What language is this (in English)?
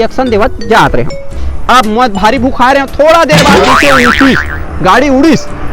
Chhattisgarhi